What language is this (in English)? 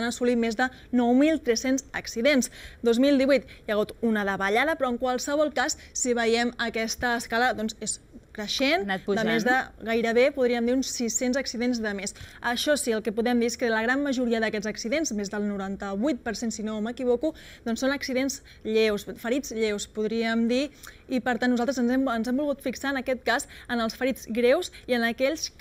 Catalan